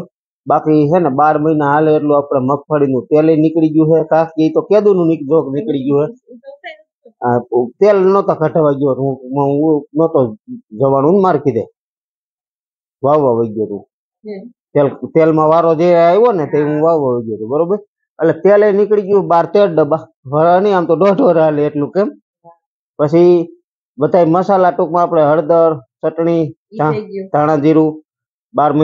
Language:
Gujarati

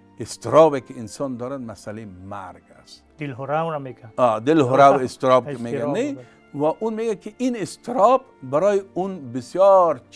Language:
Tajik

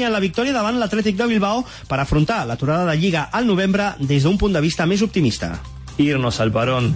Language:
Catalan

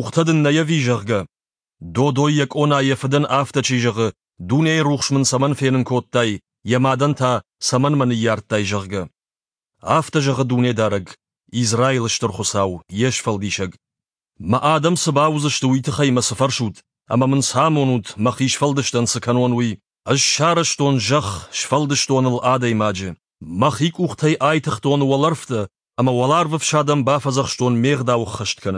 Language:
Ossetic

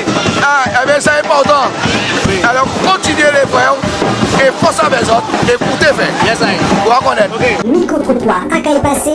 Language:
Guadeloupean Creole French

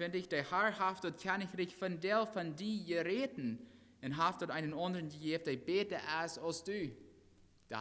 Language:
Plautdietsch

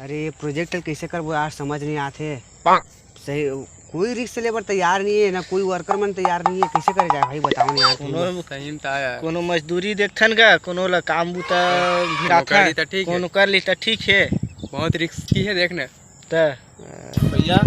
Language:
Chhattisgarhi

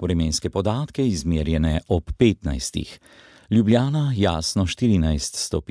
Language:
Slovenian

